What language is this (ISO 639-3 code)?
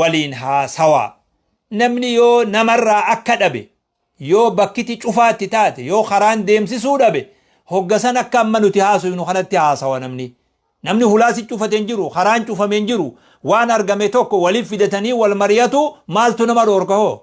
orm